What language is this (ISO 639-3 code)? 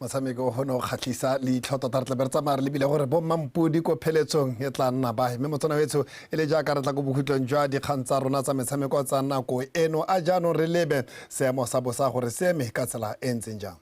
tsn